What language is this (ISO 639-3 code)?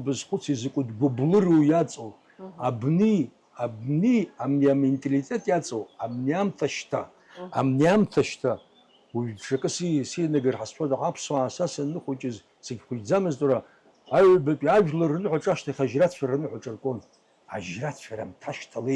abk